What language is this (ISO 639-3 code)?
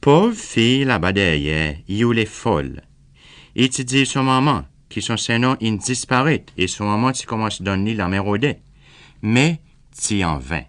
crs